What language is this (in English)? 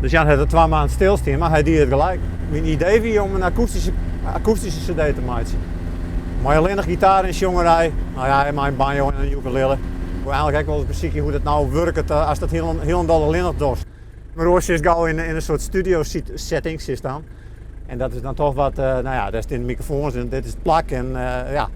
Western Frisian